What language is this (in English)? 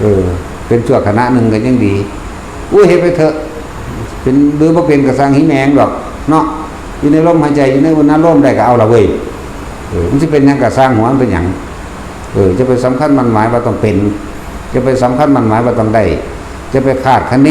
Northeastern Thai